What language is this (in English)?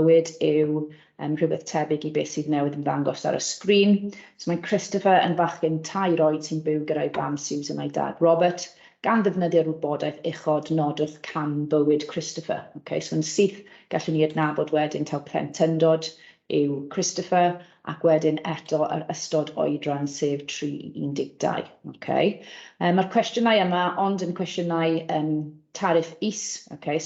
Welsh